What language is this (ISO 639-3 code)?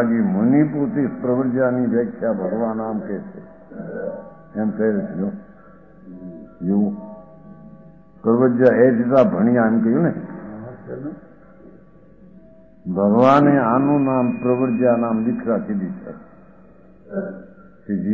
guj